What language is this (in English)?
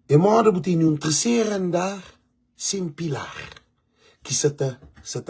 Kabuverdianu